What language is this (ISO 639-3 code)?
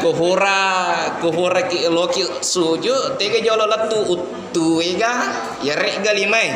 bug